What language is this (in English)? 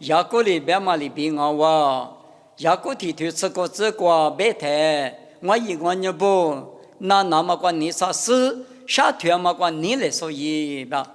Lisu